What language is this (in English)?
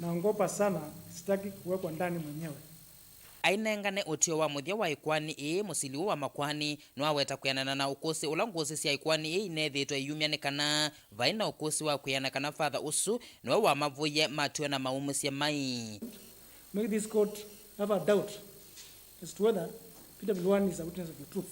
Kamba